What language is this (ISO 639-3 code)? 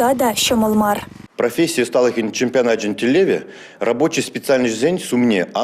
chv